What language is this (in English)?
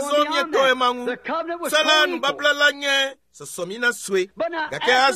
Ewe